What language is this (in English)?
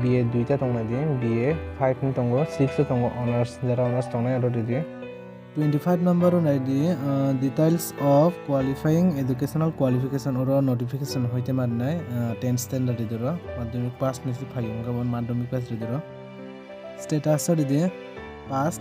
Kok Borok